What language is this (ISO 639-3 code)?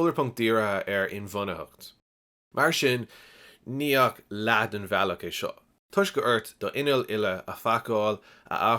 gle